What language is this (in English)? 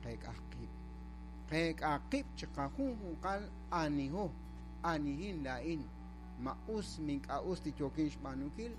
Kekchí